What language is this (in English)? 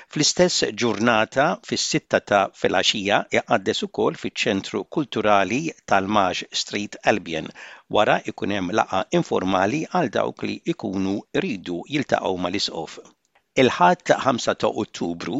Maltese